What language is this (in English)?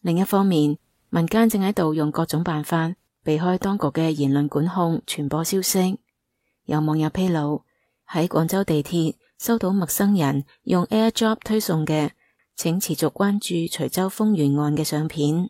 Cantonese